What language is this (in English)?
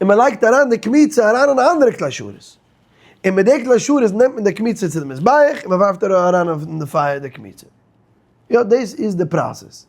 Yiddish